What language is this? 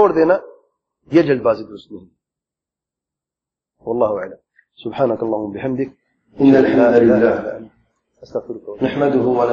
Urdu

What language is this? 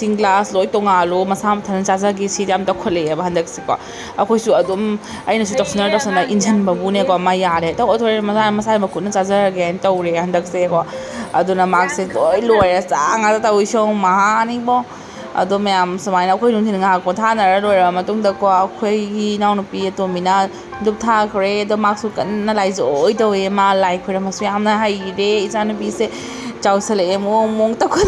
Manipuri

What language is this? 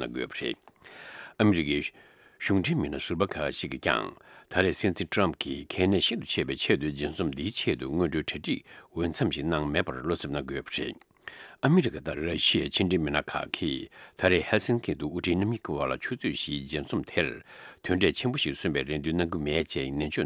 Tibetan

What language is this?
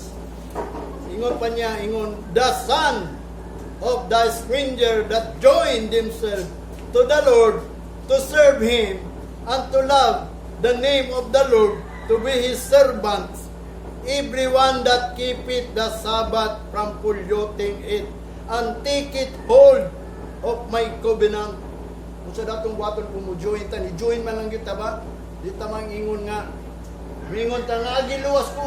Cebuano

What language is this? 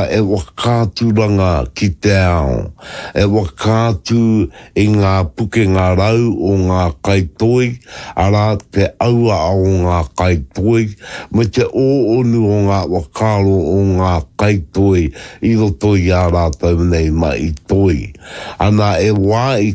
Māori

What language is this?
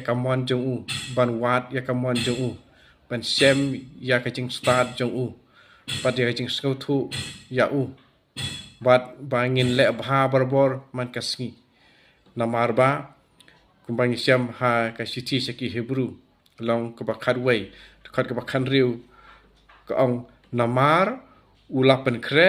Khasi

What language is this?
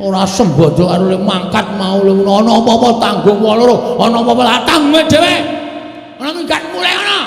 Javanese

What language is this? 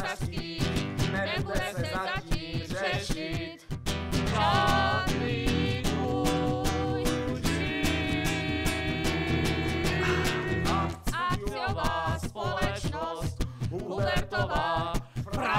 Slovak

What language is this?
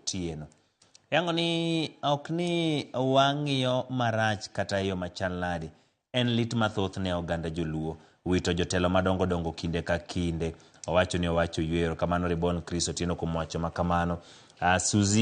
Luo (Kenya and Tanzania)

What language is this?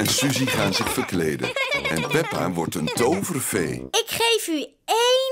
Dutch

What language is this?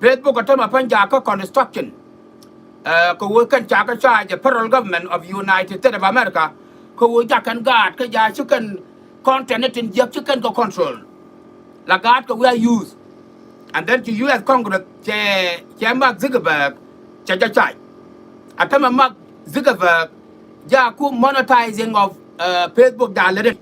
Nuer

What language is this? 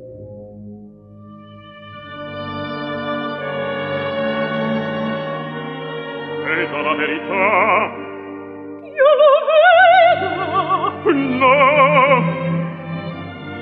Italian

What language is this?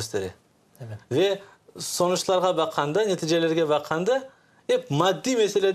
Crimean Tatar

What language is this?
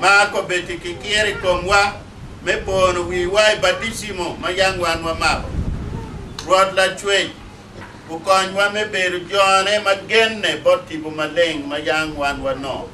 Acoli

